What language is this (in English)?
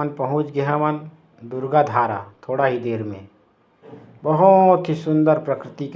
Chhattisgarhi